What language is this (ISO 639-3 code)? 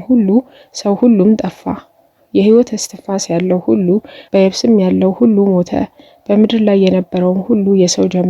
amh